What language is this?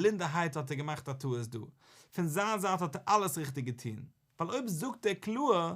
Yiddish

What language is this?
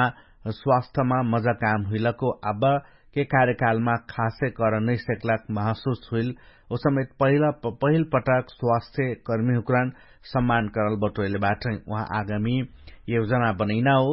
Dangaura Tharu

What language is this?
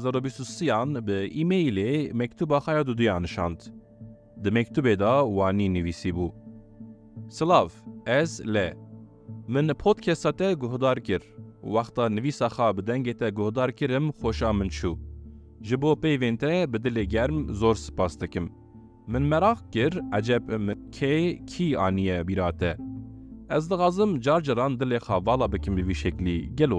Kurdish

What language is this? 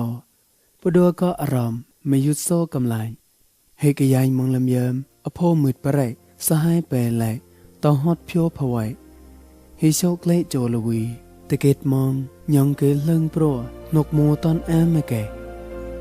Mon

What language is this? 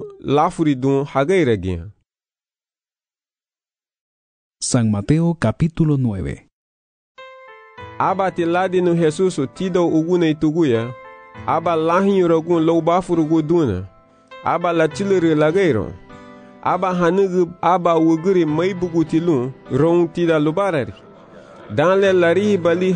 Garifuna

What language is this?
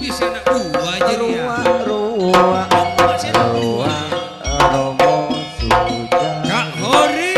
Madurese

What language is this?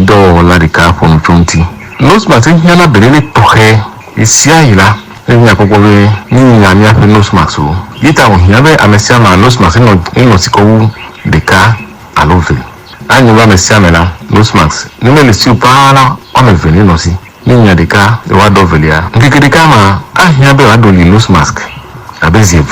Ewe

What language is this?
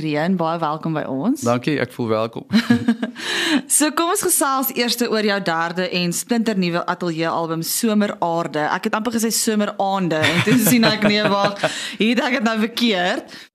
Afrikaans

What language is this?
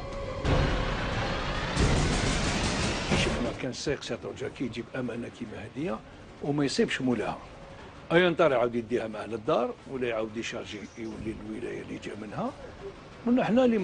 Algerian Arabic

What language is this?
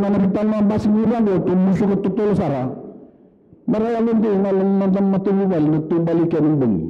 Fijian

